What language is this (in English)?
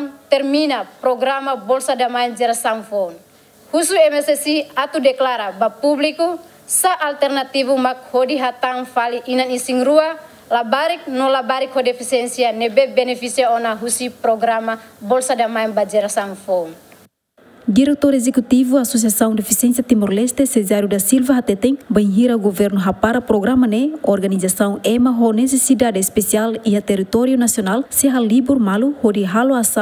Tetum